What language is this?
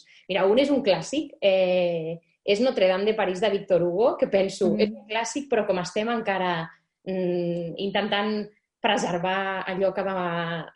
Catalan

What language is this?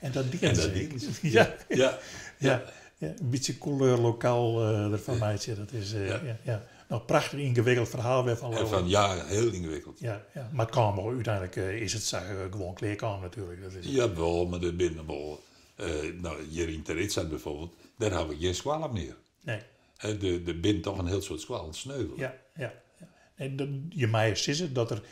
Western Frisian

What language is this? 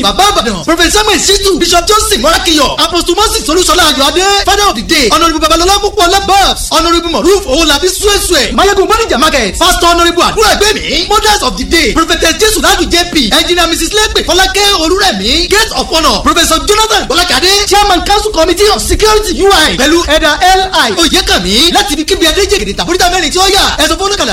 Yoruba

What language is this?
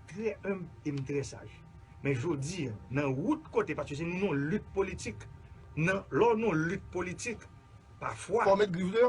Haitian Creole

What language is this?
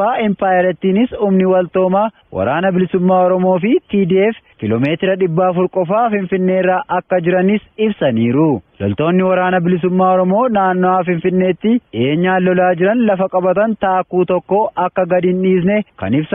Oromo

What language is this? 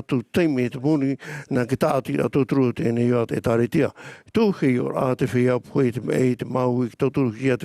Tahitian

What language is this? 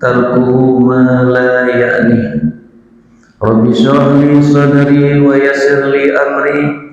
Achinese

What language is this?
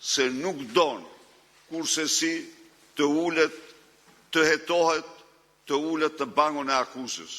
Albanian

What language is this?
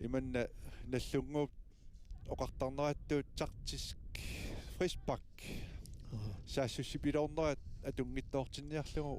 Kalaallisut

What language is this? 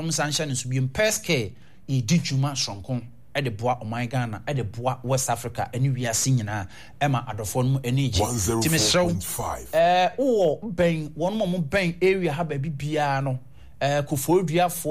Akan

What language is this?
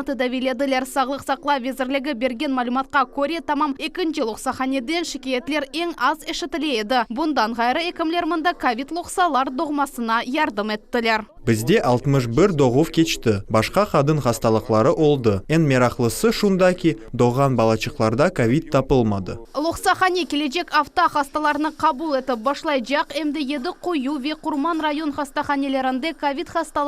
Crimean Tatar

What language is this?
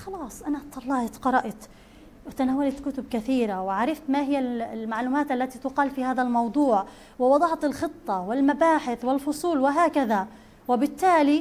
Arabic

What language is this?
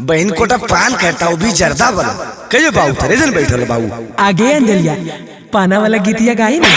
Magahi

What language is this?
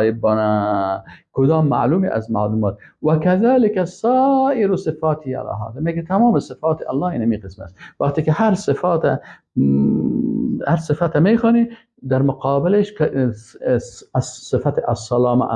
Persian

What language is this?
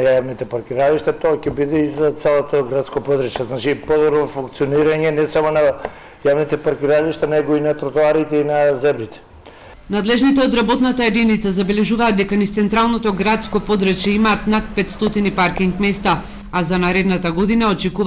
Macedonian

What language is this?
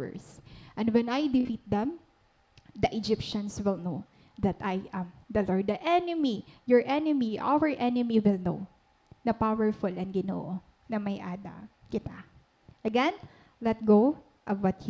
Waray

